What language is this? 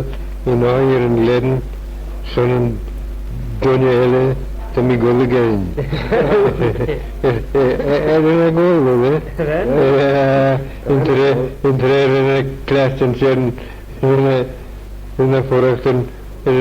Manx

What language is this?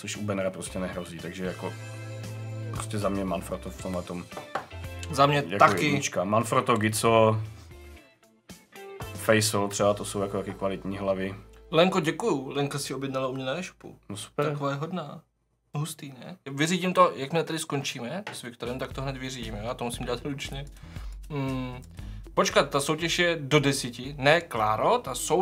Czech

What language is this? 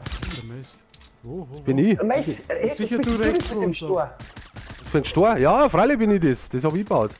Bavarian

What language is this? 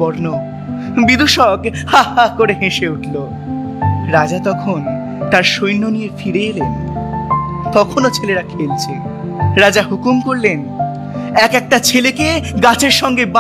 Bangla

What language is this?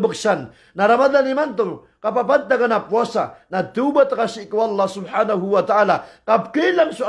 Maranao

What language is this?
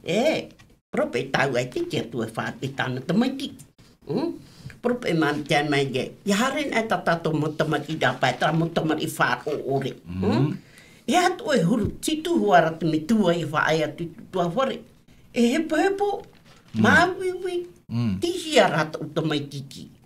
Tahitian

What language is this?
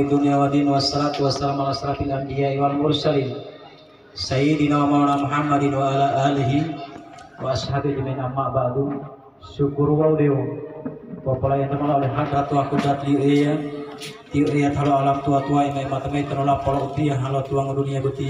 Gorontalo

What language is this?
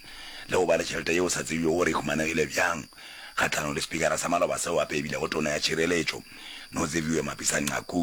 Northern Sotho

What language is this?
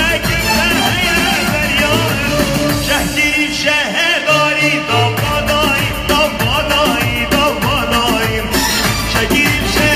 Kurdish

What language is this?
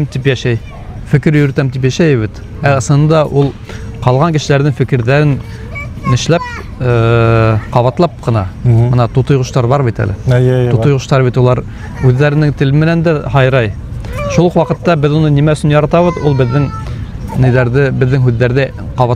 Bashkir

